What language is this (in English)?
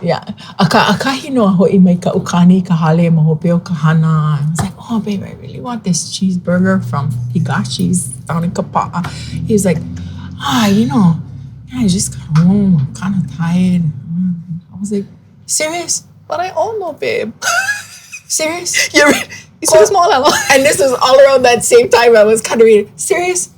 Hawaiian